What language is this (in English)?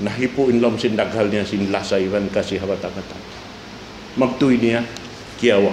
Tausug